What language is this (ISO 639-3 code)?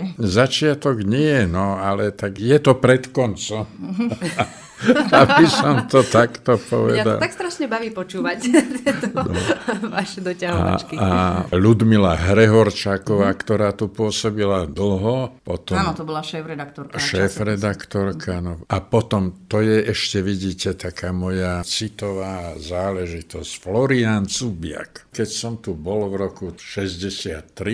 slk